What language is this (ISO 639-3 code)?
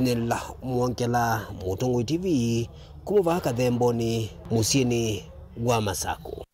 kam